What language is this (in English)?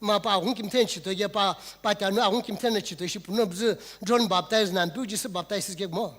Sumi Naga